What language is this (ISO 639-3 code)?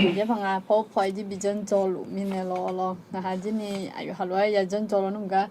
ahk